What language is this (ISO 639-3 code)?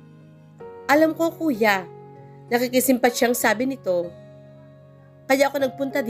fil